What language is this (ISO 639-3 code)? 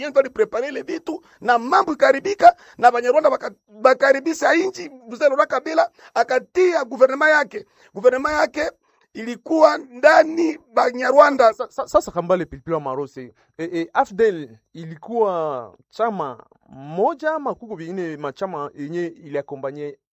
swa